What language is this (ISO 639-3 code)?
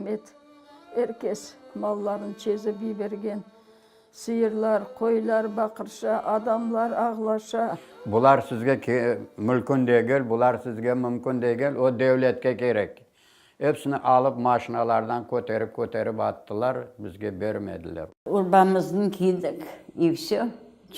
crh